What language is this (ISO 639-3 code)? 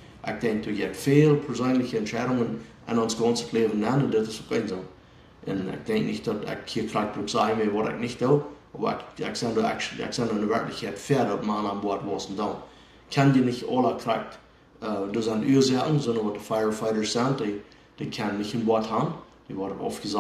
pdt